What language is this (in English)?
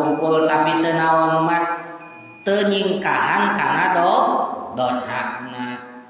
Sundanese